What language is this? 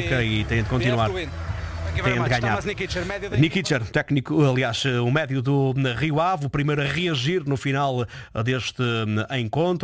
Portuguese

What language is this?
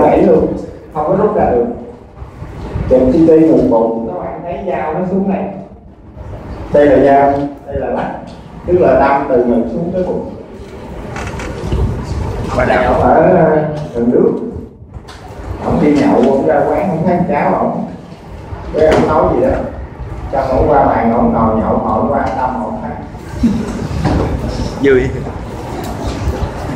Vietnamese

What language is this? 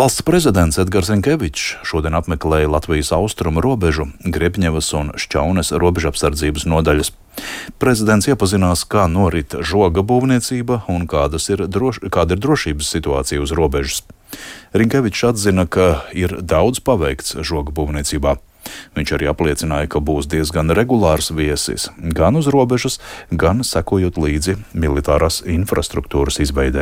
Latvian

